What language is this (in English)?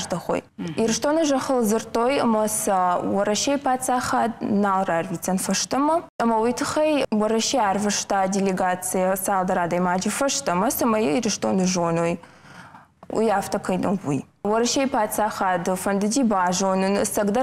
Ossetic